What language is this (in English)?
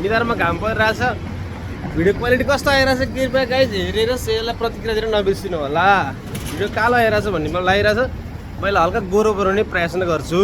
Nepali